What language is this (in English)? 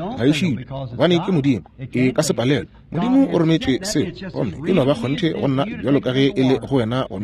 Northern Sotho